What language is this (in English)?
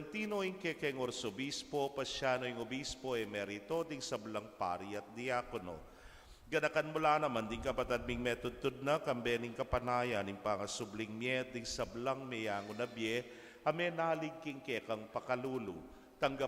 Pampanga